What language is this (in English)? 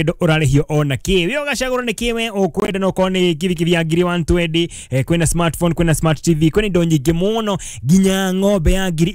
Kikuyu